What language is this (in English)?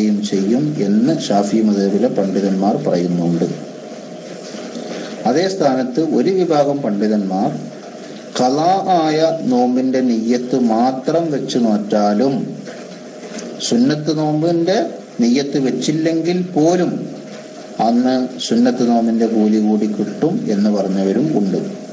Malayalam